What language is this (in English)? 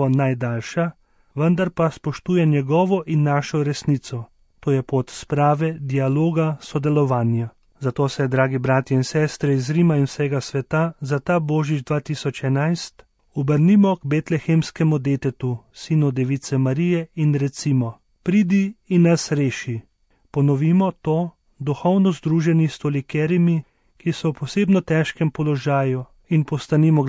Slovenian